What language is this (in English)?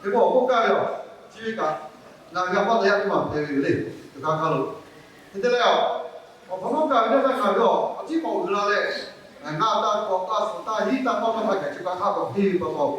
Lahu